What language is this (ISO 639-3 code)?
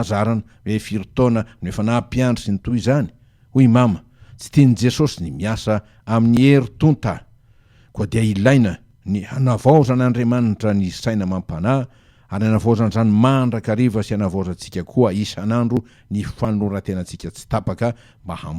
mlg